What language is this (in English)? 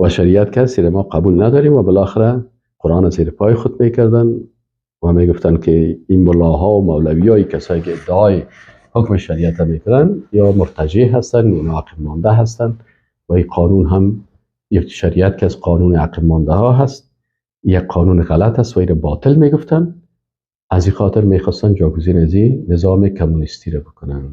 Persian